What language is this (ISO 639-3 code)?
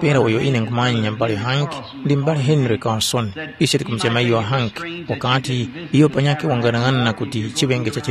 tum